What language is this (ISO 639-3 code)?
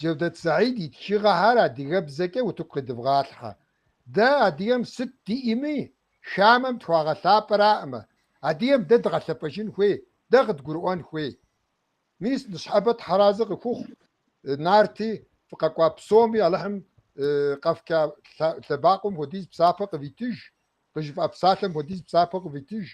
kbd